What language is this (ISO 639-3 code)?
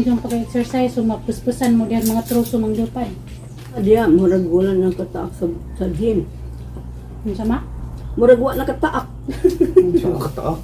ceb